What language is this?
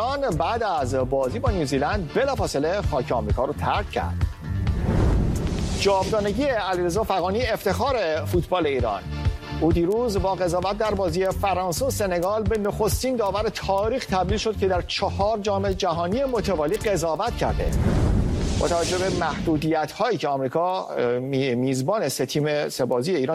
Persian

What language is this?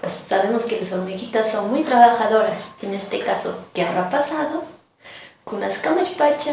Aymara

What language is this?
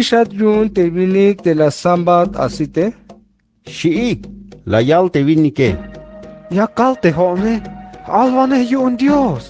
Tzeltal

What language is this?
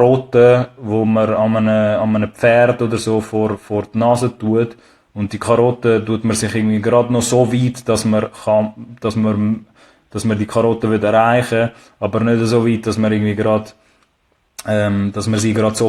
Swiss German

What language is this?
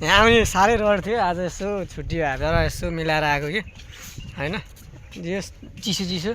Nepali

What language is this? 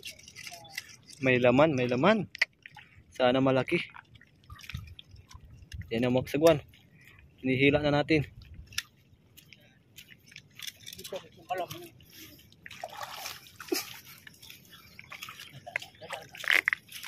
Filipino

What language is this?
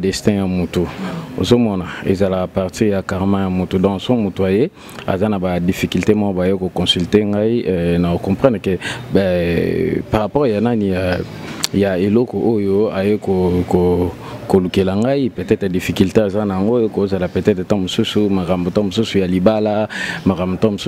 Lingala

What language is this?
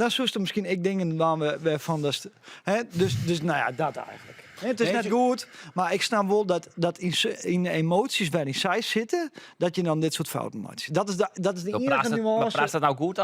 Western Frisian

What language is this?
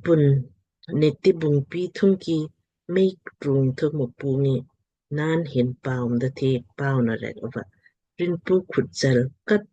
Lamkang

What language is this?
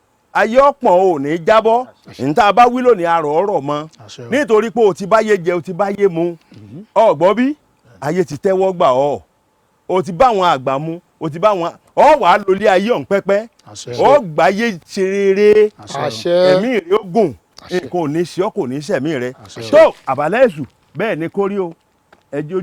Yoruba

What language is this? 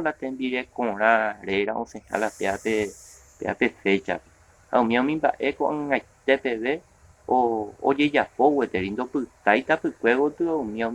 Guarani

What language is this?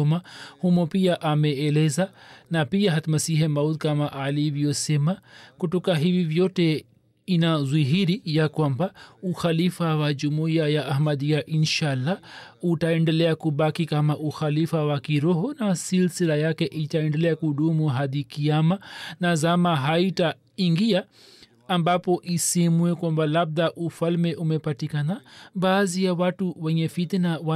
Swahili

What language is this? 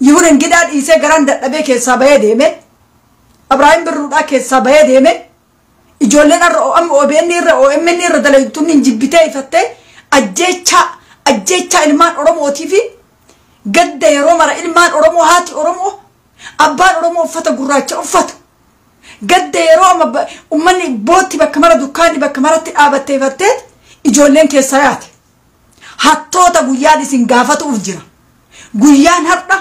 Oromo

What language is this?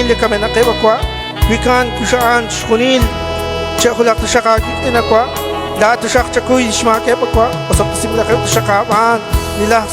Kekchí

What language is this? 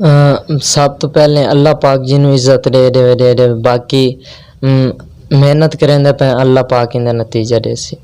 Western Panjabi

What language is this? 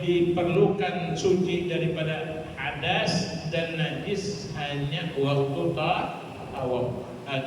Banjar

